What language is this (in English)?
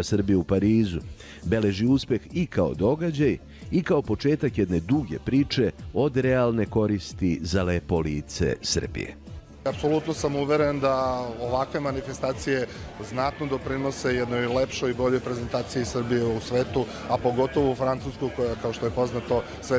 Serbian